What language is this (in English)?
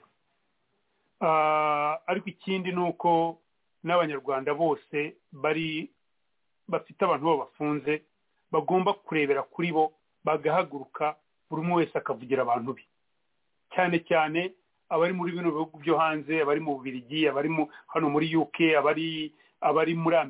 Kinyarwanda